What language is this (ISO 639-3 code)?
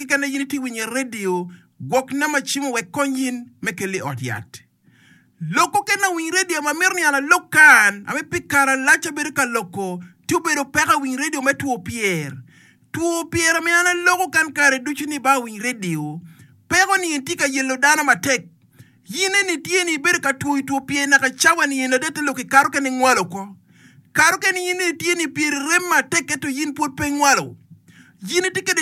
ach